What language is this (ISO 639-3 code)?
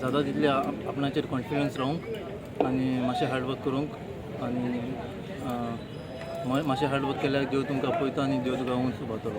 kok